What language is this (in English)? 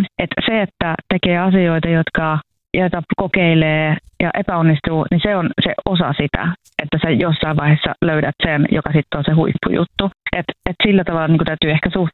Finnish